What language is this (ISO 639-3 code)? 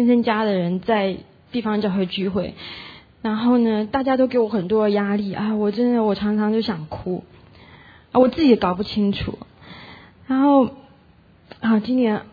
zho